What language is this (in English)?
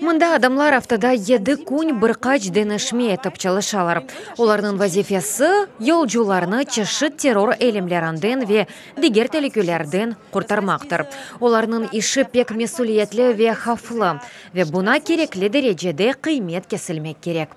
Crimean Tatar